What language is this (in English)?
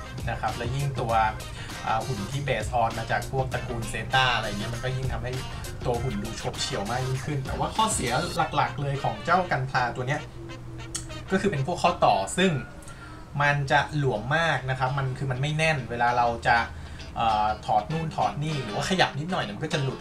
Thai